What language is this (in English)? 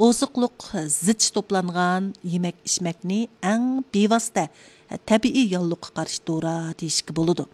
Uyghur